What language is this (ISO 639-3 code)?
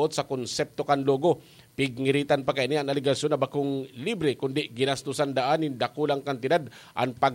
bik